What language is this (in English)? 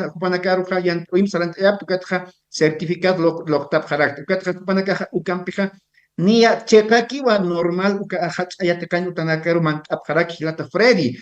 Aymara